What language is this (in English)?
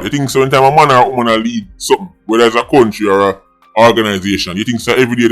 Jamaican Creole English